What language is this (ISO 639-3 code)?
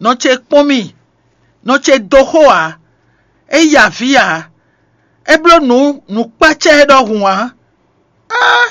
fon